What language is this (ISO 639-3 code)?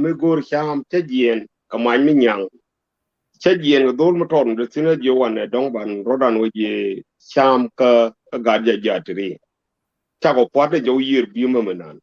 nus